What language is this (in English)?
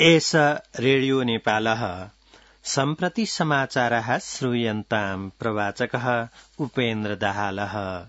Sanskrit